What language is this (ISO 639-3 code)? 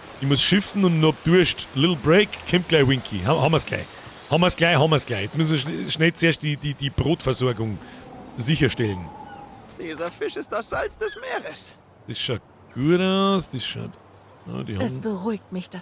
bar